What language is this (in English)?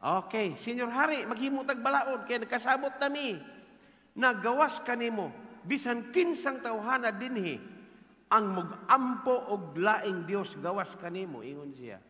Cebuano